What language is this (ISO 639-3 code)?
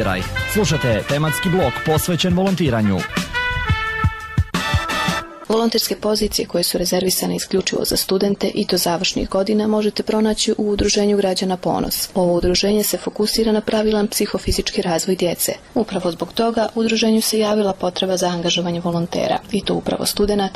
bos